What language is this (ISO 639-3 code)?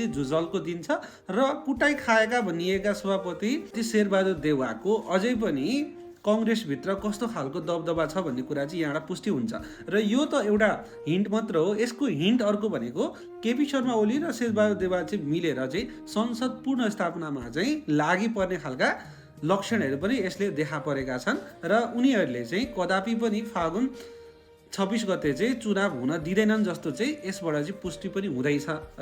nep